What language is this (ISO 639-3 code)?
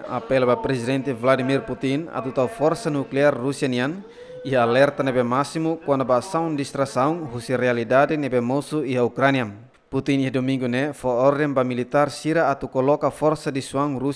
tet